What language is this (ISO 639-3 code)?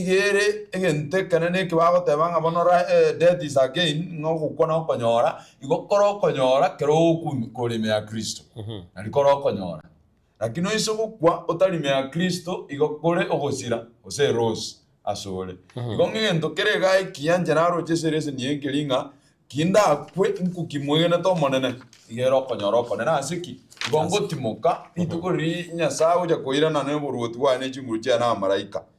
guz